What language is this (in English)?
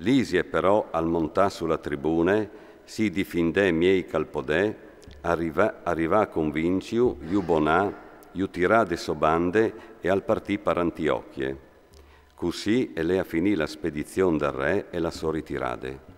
Friulian